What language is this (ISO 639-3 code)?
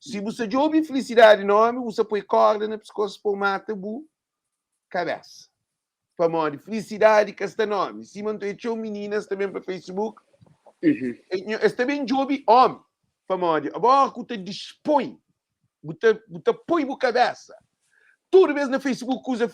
kea